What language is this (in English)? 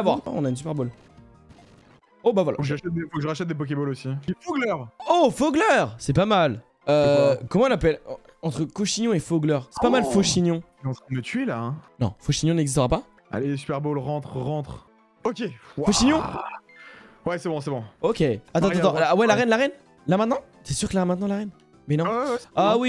French